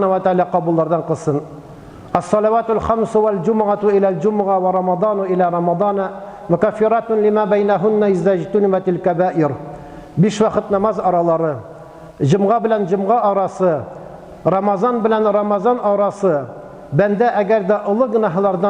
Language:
Tatar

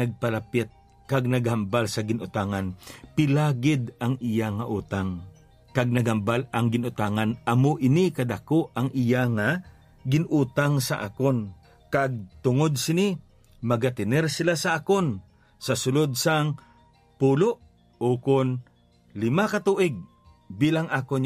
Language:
Hiligaynon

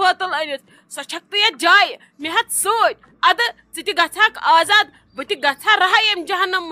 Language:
Kashmiri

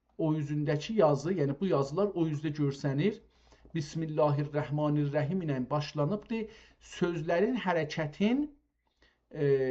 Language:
South Azerbaijani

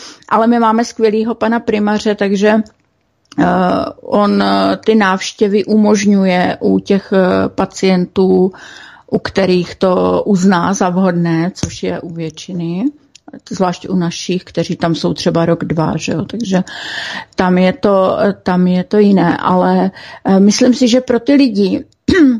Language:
Czech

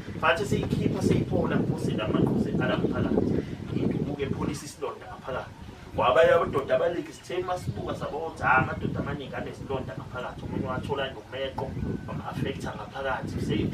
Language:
Zulu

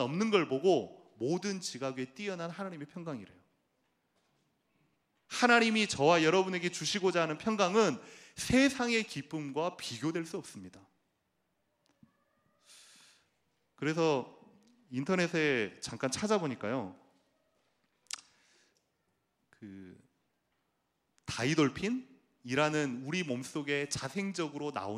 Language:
Korean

